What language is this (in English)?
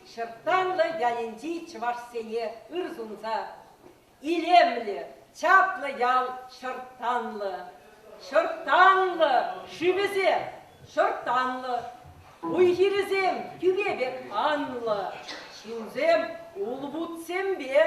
Chuvash